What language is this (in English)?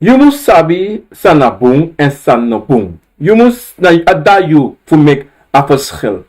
Sranan Tongo